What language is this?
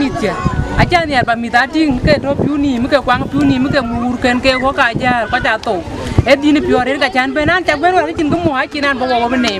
Dinka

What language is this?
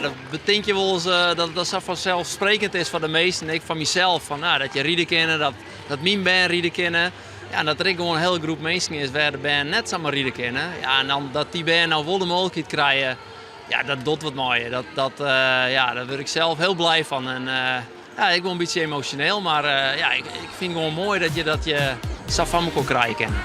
Western Frisian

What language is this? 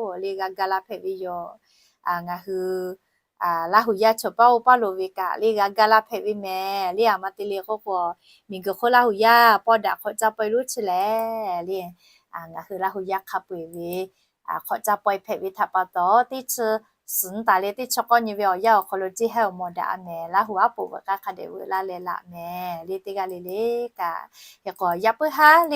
Lahu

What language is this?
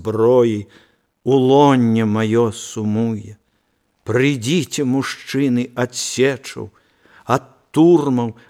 Belarusian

